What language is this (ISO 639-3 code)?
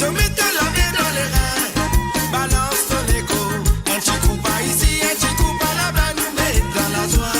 mfe